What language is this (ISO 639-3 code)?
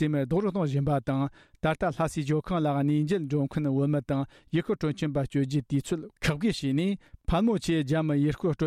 bod